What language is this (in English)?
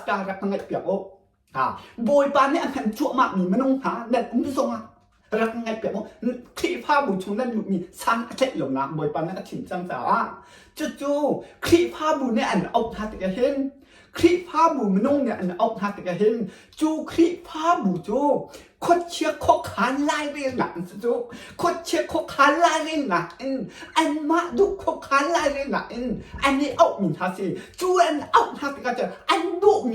Hakha Chin